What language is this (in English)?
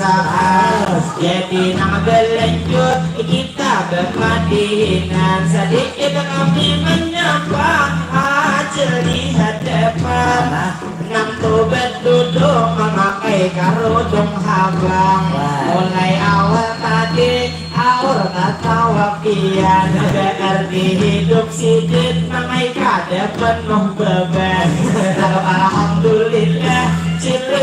Banjar